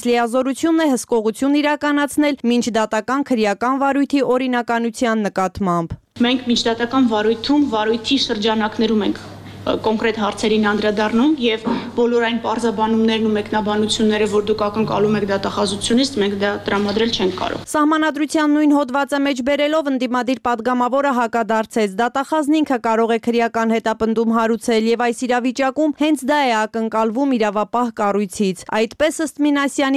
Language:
Armenian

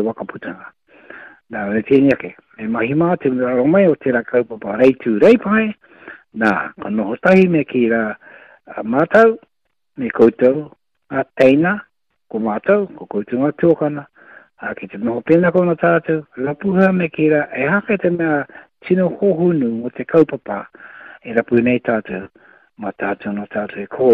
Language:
Māori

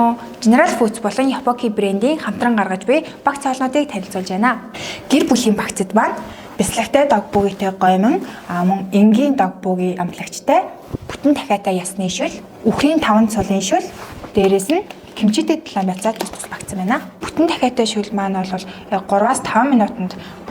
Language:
Mongolian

